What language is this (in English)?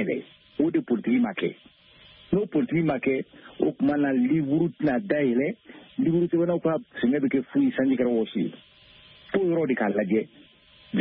Bambara